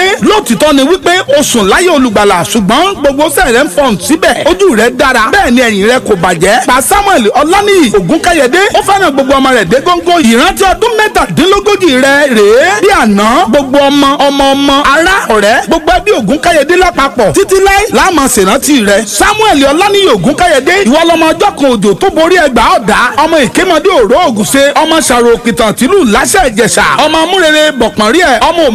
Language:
Yoruba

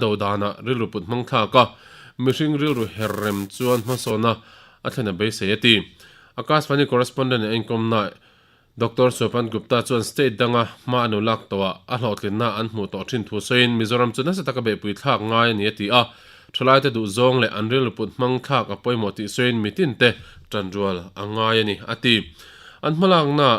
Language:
Mizo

